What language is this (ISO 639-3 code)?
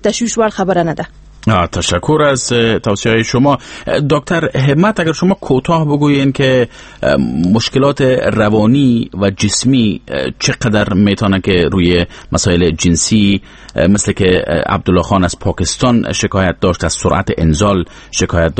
fas